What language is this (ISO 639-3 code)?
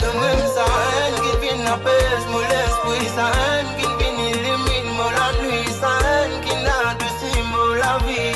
mfe